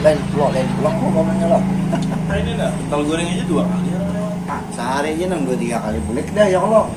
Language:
Banjar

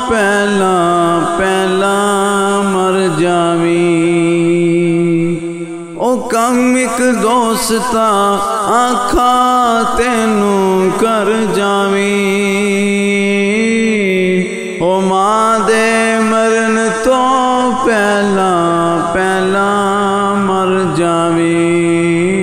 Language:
Punjabi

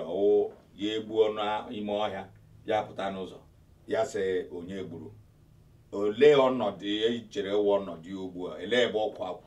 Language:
Igbo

